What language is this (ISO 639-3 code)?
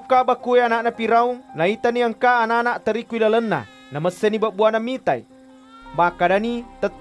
bug